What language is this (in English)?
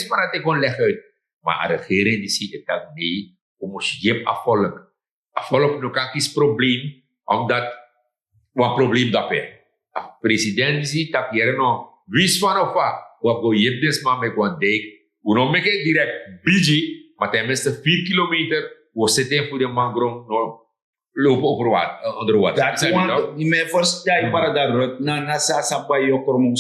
Sranan Tongo